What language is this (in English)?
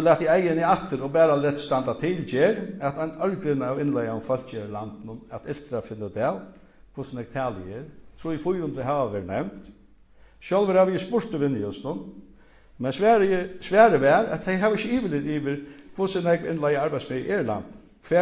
Faroese